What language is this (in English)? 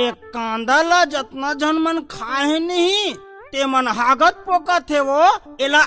Chhattisgarhi